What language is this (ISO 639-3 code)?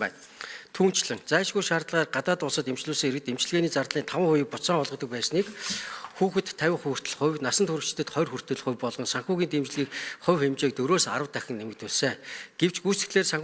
mon